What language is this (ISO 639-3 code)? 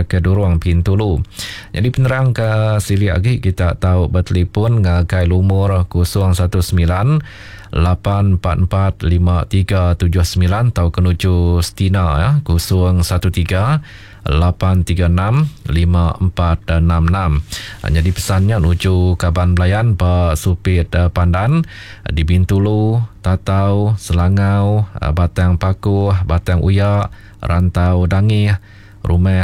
iba